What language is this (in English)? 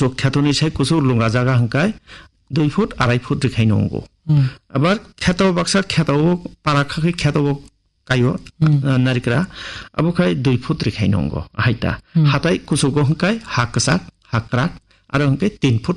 Kok Borok